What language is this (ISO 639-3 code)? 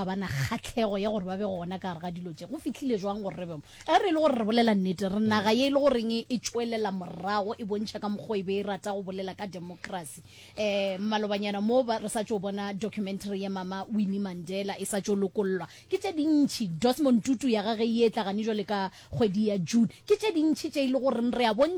nso